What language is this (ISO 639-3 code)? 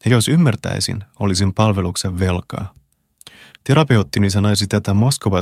fin